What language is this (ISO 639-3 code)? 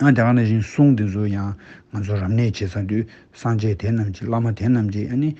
bod